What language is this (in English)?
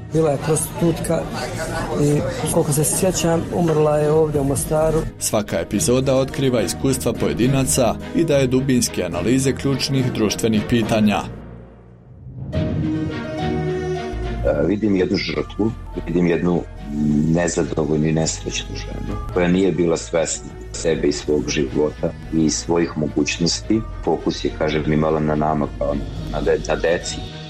Bosnian